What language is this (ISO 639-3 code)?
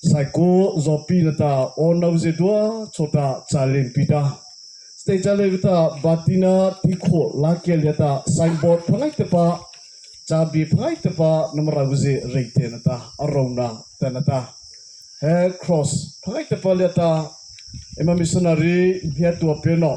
mrh